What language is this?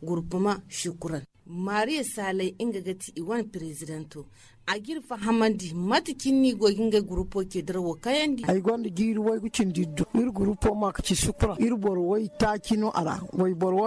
Hausa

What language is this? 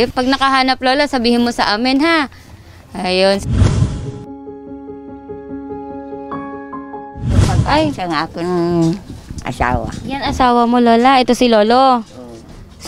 Filipino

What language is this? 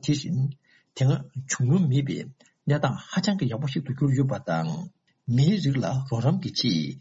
Tibetan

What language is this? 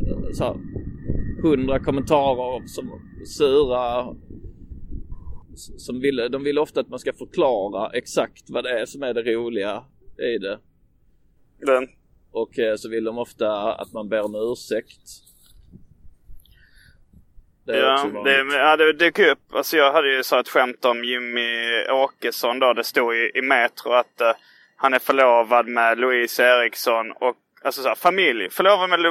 Swedish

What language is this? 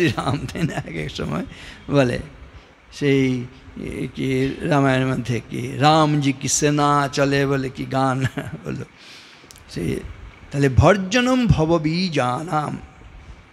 Bangla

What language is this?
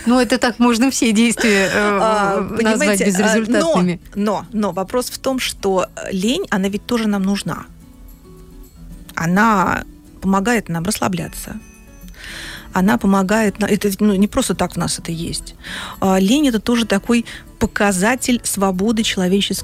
Russian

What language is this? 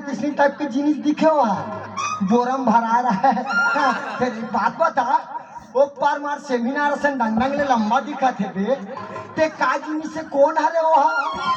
Chhattisgarhi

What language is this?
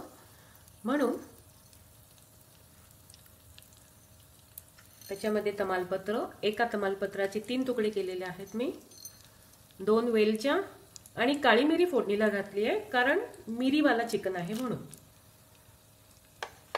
Marathi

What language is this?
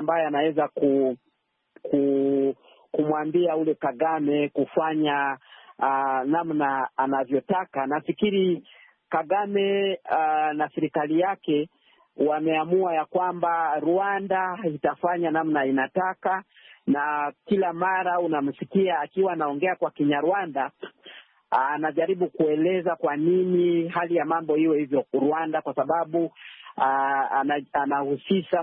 Swahili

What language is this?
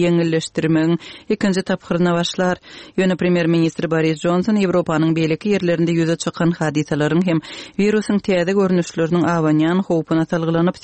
Kyrgyz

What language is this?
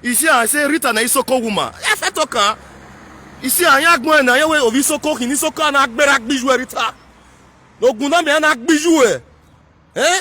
Nigerian Pidgin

